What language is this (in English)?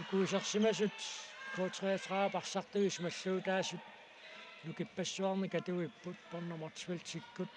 Kalaallisut